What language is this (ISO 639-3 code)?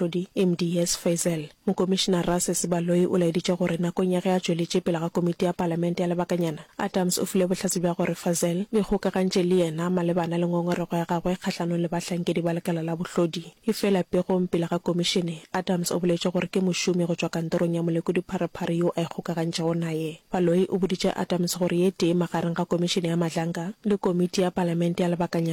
nso